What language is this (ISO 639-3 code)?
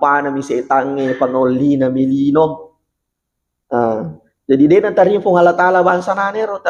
bug